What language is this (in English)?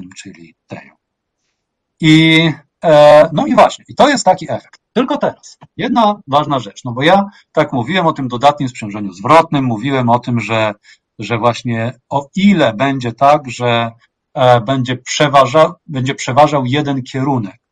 Polish